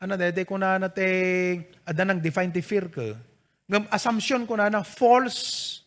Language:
Iloko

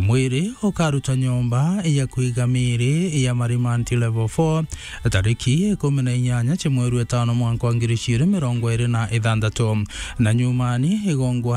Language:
Meru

